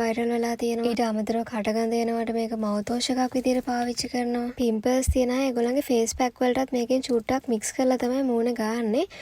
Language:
Sinhala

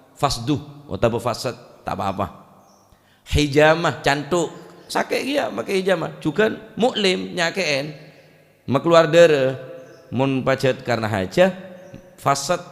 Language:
Madurese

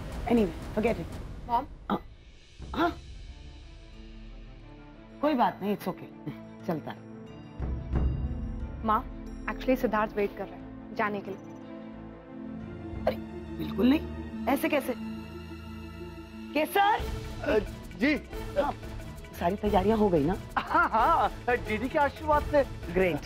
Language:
Hindi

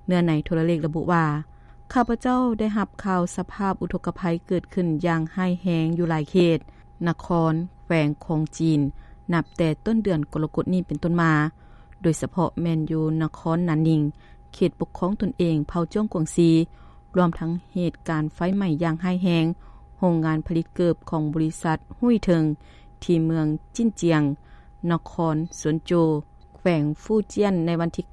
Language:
Lao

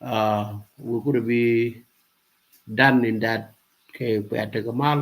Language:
Nuer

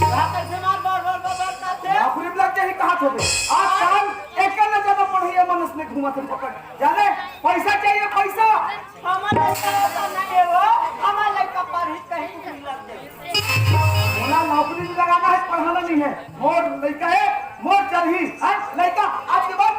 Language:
Chhattisgarhi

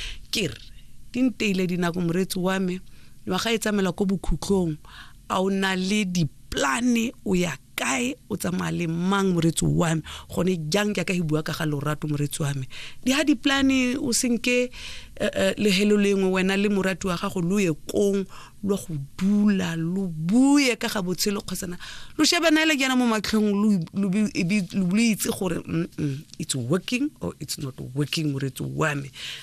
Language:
Tswana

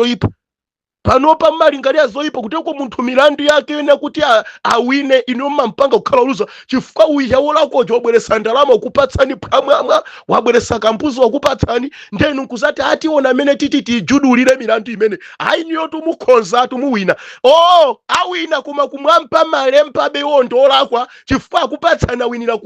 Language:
Nyanja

